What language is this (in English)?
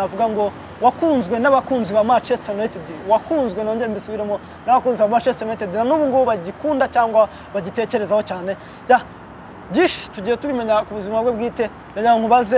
Kinyarwanda